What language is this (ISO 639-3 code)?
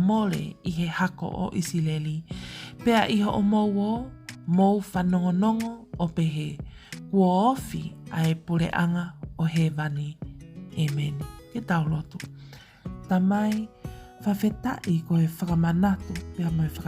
ton